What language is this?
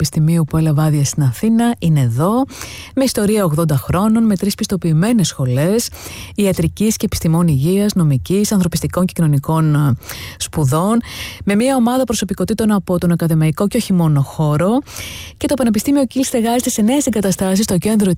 Greek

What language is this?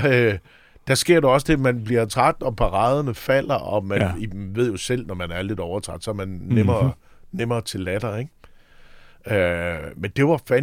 Danish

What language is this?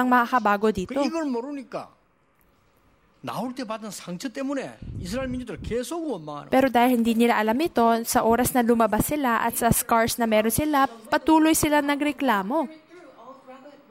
Filipino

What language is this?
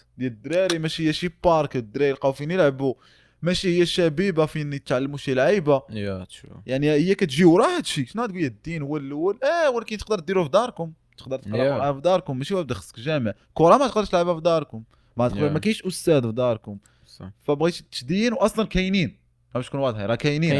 Moroccan Arabic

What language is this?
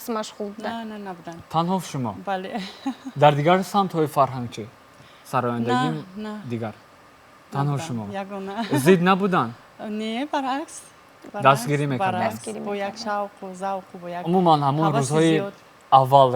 Tajik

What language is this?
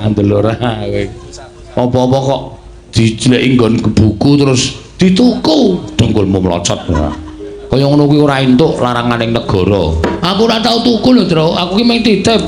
Javanese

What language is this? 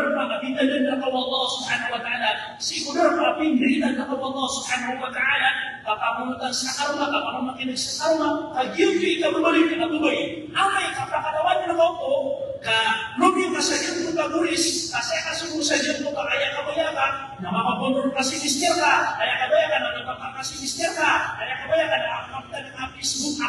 Maranao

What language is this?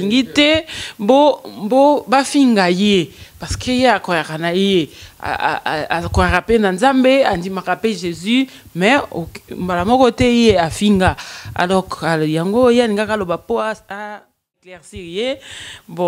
Lingala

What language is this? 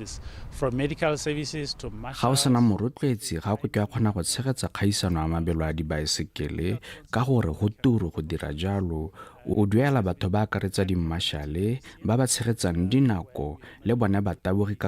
Tswana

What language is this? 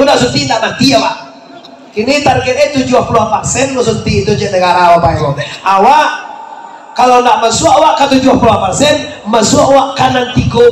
Minangkabau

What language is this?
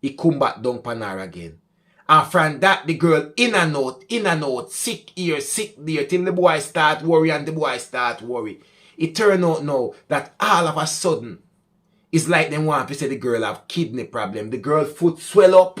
Jamaican Creole English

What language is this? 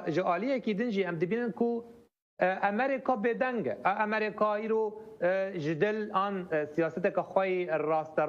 Kurdish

